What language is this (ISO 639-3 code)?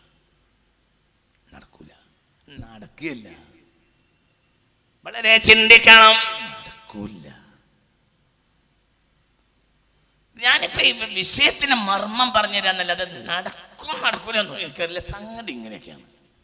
mal